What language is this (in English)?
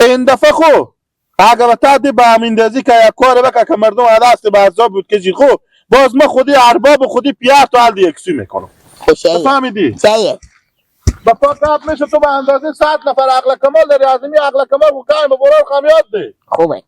Hazaragi